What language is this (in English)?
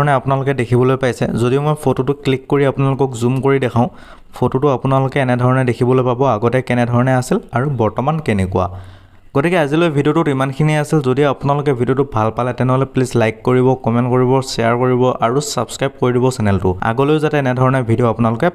Assamese